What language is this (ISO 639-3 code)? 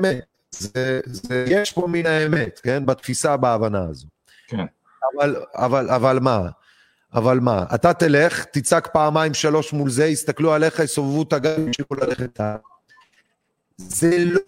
heb